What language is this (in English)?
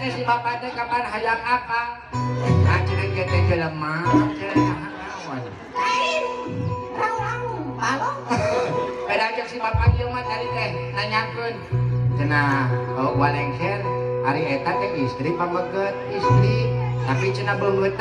Sundanese